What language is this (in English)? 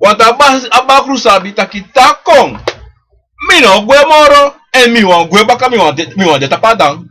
Sranan Tongo